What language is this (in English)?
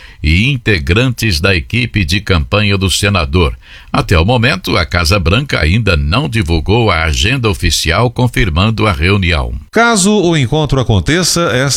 Portuguese